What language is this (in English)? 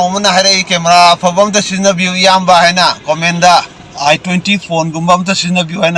Manipuri